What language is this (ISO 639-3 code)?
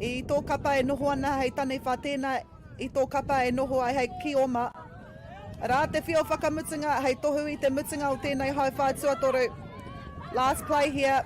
mri